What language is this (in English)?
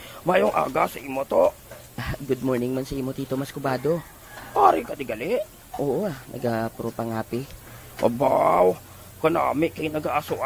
Hiligaynon